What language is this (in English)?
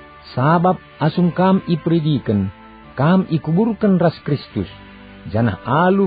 Batak Karo